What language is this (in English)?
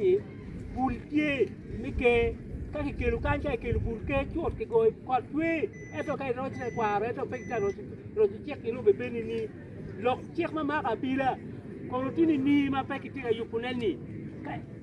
Acoli